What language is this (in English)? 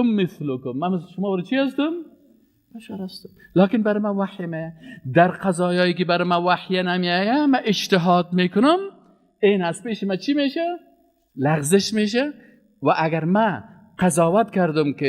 Persian